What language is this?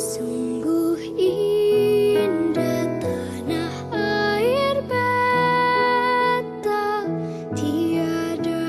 Betawi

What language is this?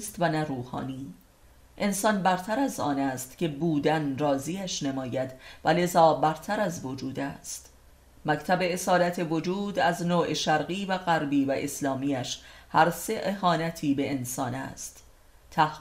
Persian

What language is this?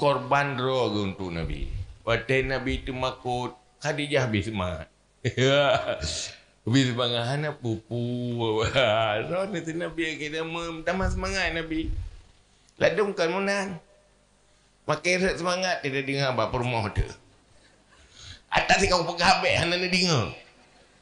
Achinese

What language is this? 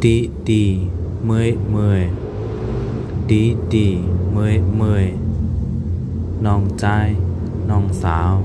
Shan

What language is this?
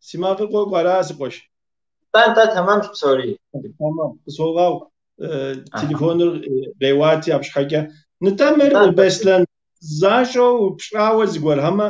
Kabardian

